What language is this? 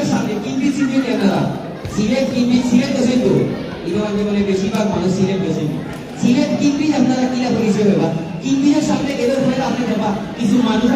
Sylheti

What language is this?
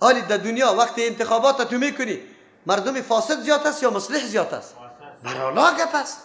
Persian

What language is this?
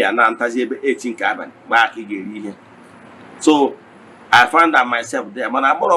Igbo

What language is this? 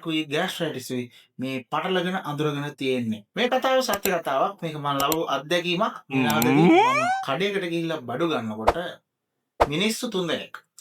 Sinhala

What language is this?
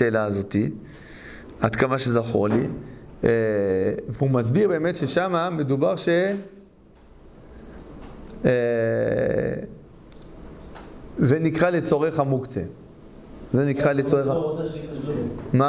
Hebrew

